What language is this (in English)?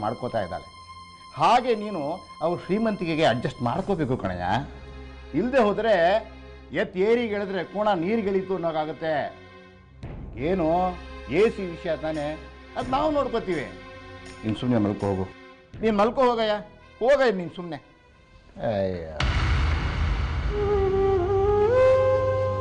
Kannada